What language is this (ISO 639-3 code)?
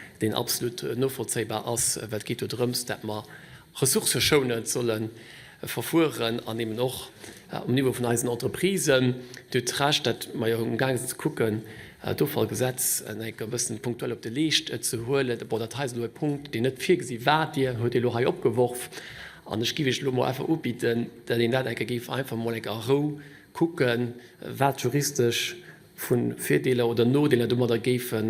ltz